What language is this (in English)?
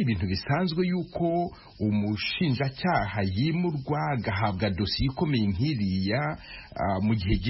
Kinyarwanda